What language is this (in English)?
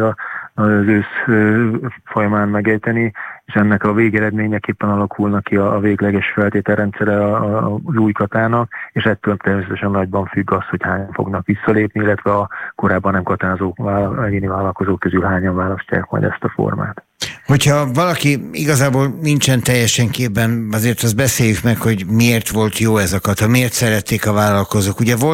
Hungarian